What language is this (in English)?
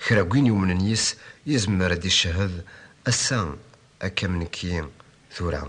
Kabyle